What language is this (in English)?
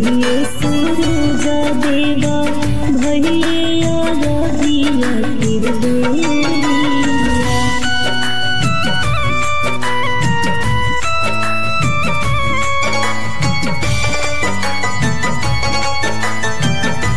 Bhojpuri